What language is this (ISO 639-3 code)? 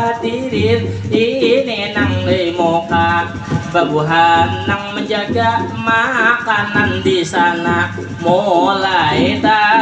bjn